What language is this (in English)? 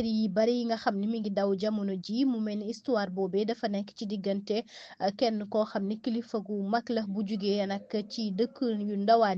Wolof